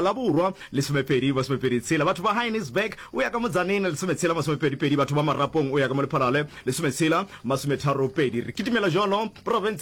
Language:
Northern Sotho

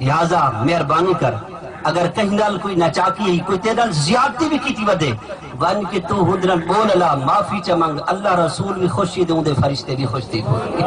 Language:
Saraiki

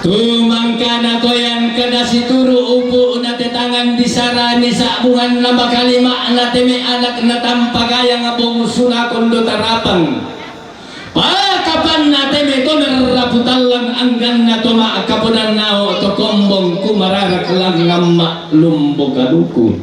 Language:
Toraja-Sa'dan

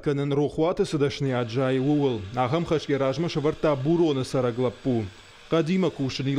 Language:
Ossetic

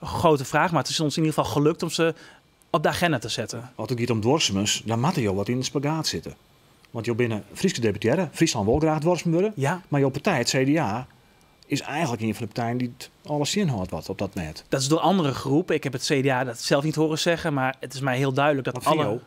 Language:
Western Frisian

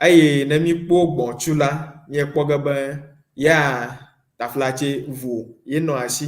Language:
Ewe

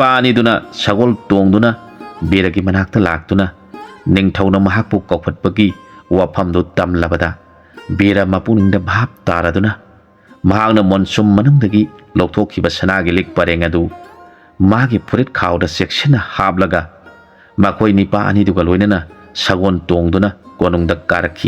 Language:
Manipuri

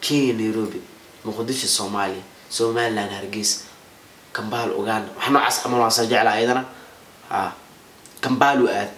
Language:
Somali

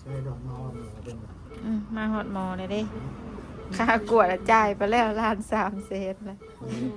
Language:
Northeastern Thai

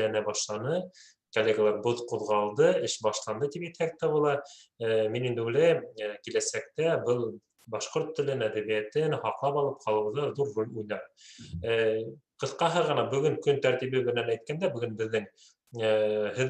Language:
Bashkir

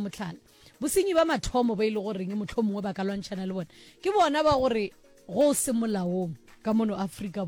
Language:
Northern Sotho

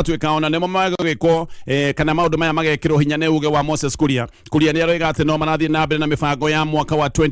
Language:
Kikuyu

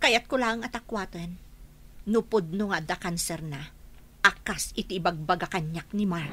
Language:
Iloko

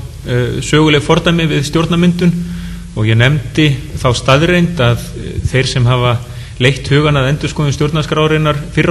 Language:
Icelandic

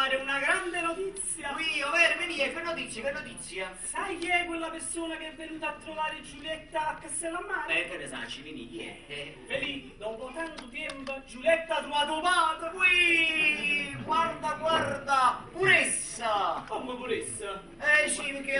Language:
Neapolitan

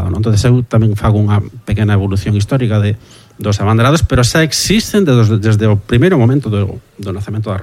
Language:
Galician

